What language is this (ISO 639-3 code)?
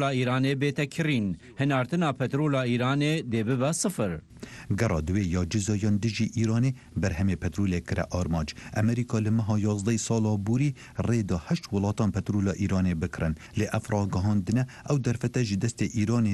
kur